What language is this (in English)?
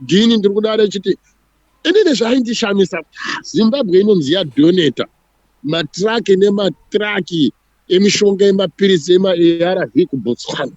Shona